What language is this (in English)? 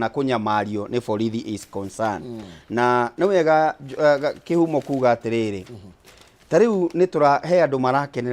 Kikuyu